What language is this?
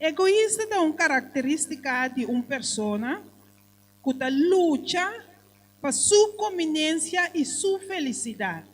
Papiamento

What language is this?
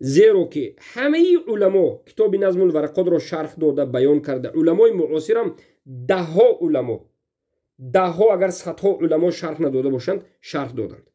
Tajik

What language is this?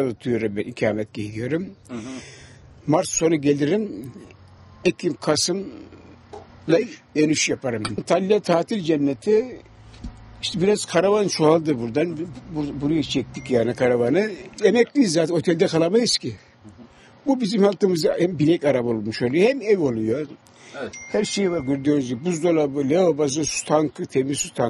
Turkish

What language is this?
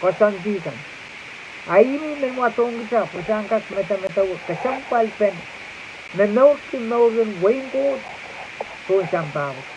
Pohnpeian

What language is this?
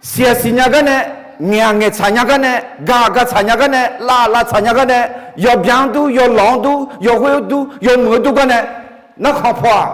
Akha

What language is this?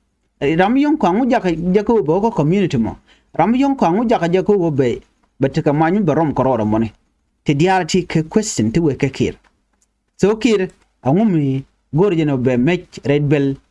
Nuer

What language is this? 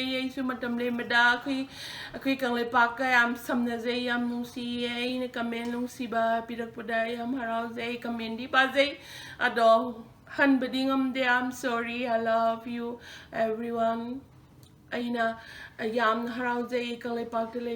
Manipuri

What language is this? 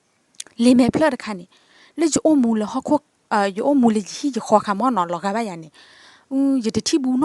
S'gaw Karen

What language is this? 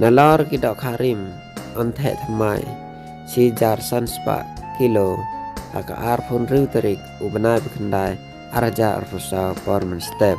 Khasi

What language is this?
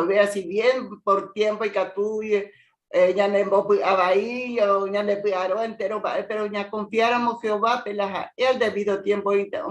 Guarani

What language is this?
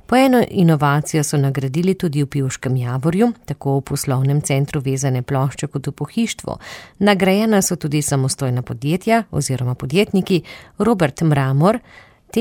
Slovenian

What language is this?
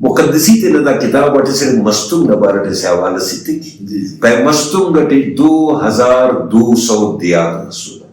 Brahui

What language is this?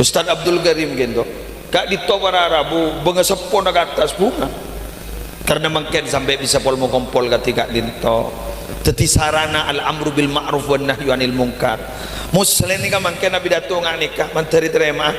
Madurese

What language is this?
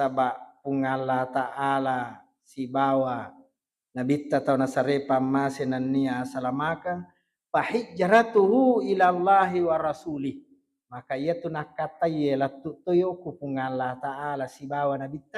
Buginese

